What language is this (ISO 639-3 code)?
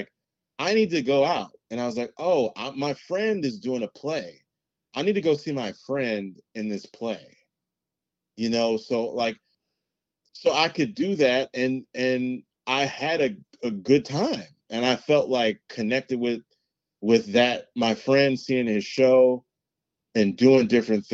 eng